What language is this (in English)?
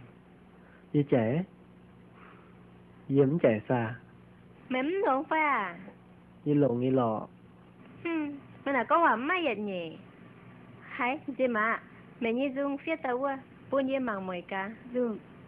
Vietnamese